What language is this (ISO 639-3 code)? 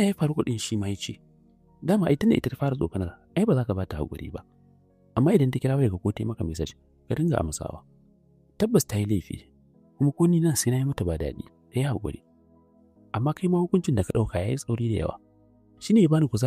hau